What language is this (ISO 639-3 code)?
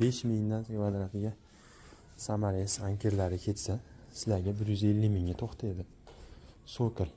uzb